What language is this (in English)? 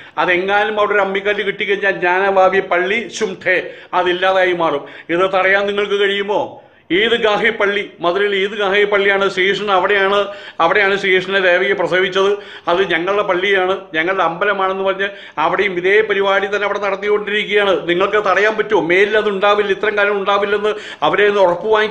Malayalam